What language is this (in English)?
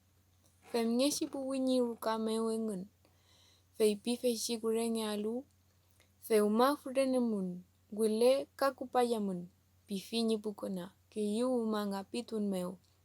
Mapuche